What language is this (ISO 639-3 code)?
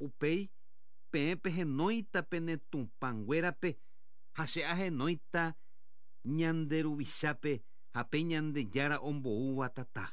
grn